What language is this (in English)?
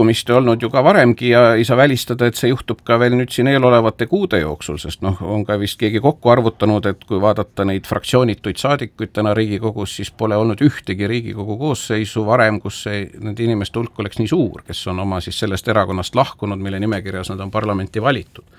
Estonian